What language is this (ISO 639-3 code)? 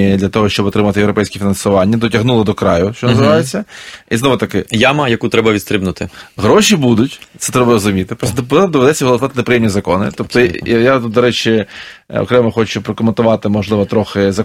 ukr